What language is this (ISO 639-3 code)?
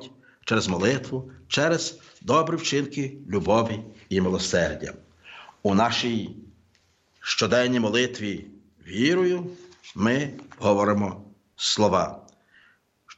ukr